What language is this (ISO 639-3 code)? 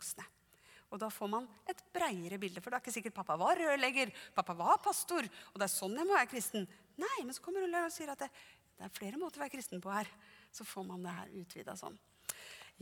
nor